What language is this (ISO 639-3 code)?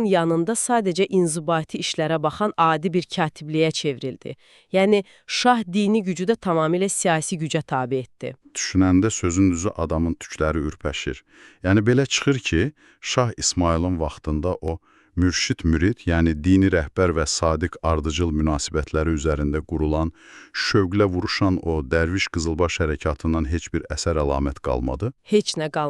aze